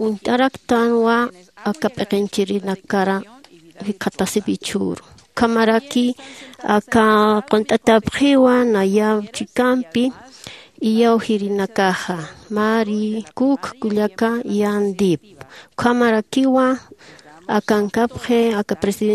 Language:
Aymara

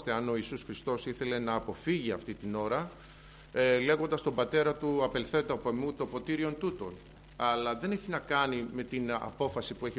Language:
Greek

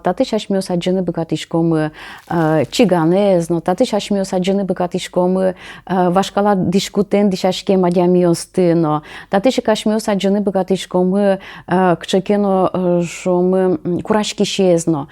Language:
Udmurt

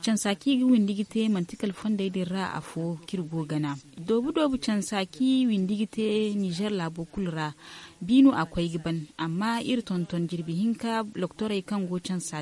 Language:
Zarma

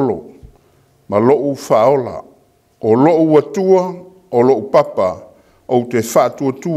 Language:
Samoan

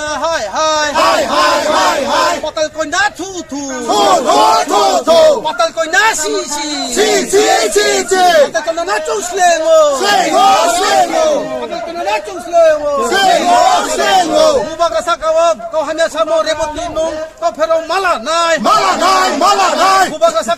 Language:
Kok Borok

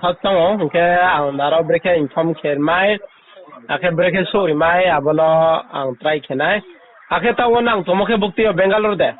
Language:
Riang (India)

